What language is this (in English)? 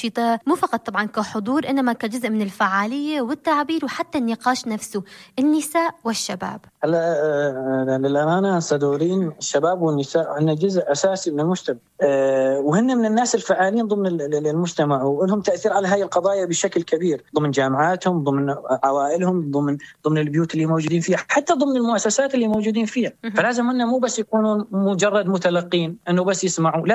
North Levantine Arabic